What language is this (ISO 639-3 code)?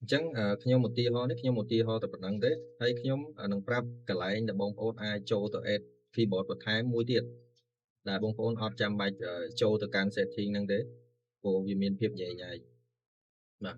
khm